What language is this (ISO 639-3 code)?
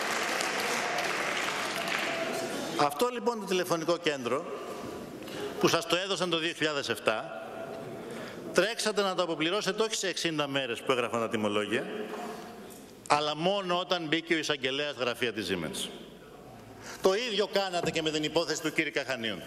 ell